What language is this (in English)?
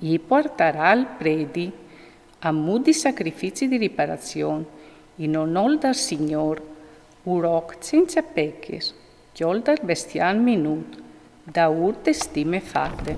Friulian